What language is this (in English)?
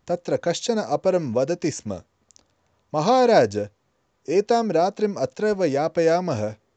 Sanskrit